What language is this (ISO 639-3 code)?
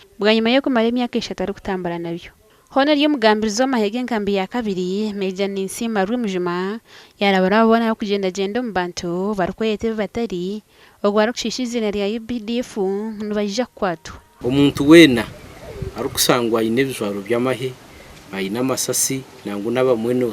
nyn